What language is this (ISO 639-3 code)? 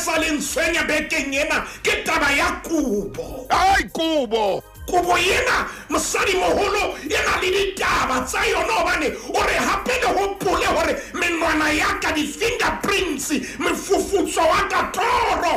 sot